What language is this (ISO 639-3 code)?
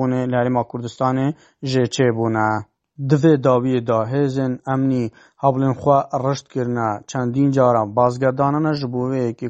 kur